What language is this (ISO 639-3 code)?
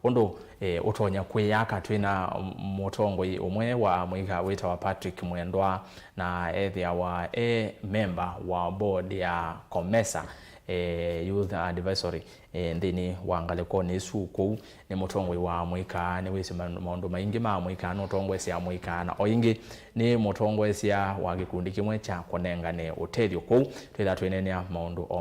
kam